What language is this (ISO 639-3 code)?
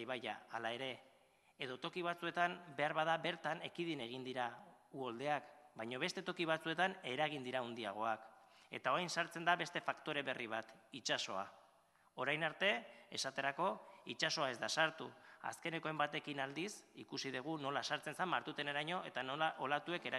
eus